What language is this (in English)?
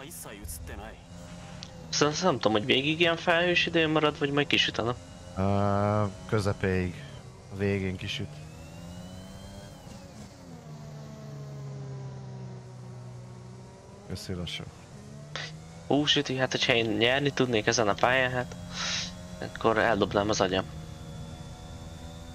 Hungarian